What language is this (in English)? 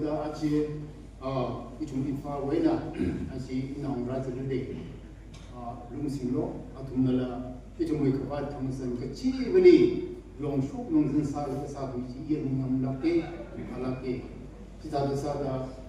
Tangkhul Naga (India)